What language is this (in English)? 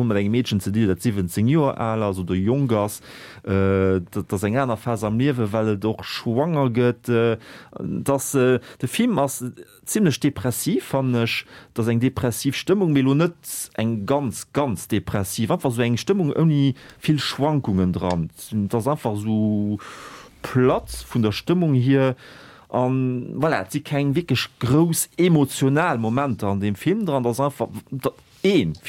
Luxembourgish